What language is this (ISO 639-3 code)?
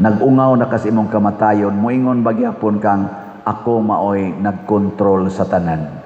ceb